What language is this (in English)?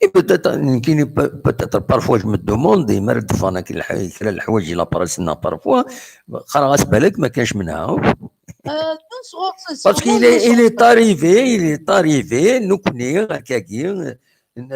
Kabyle